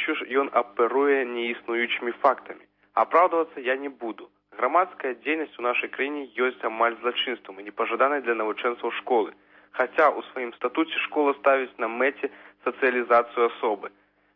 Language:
Belarusian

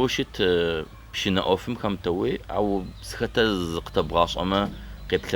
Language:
Adyghe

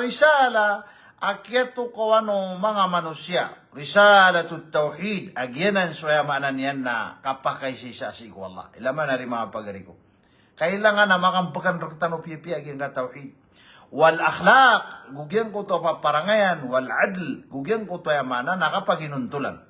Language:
Maranao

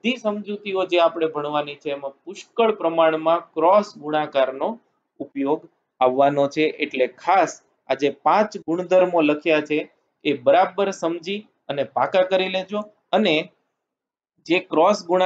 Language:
Gujarati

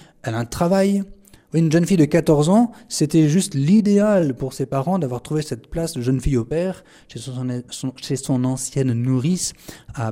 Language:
French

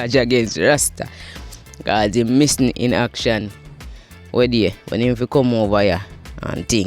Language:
Jamaican Creole English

